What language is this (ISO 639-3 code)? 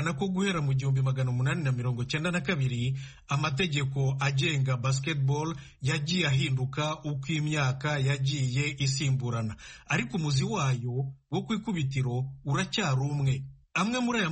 kin